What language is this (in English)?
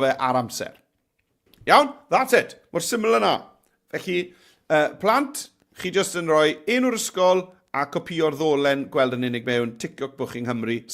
Welsh